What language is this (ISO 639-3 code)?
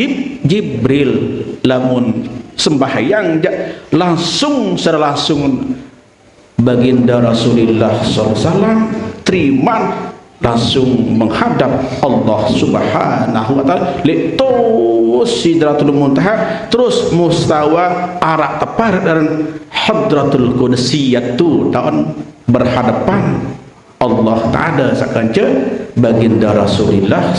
sas